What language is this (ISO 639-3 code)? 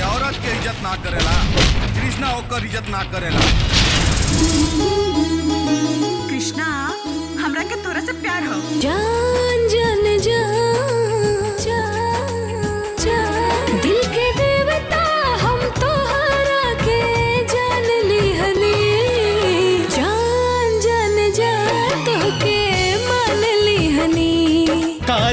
bho